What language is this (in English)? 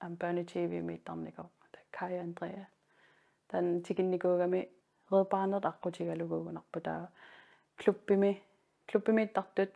Kalaallisut